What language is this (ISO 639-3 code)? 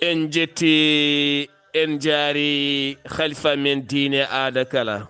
ful